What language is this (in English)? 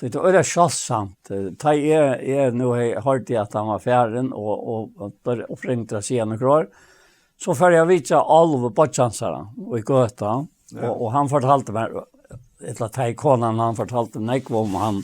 Faroese